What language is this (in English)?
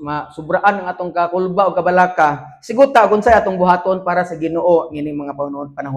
Cebuano